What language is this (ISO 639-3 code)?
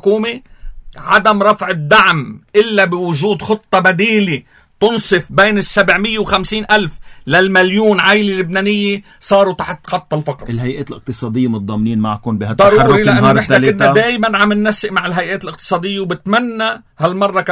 apc